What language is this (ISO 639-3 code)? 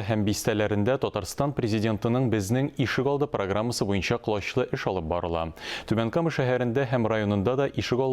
tat